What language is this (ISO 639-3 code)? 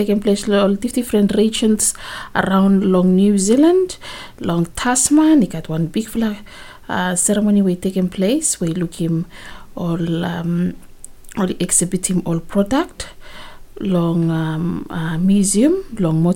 bis